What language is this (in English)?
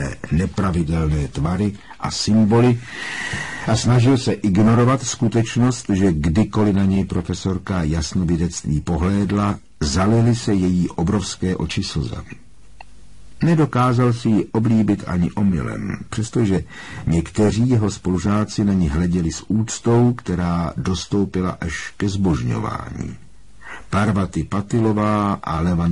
Czech